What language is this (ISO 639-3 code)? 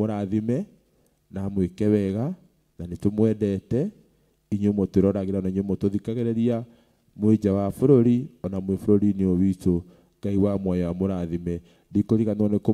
kik